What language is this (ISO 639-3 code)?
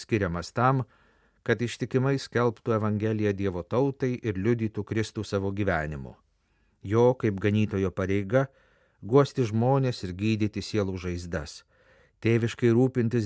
lit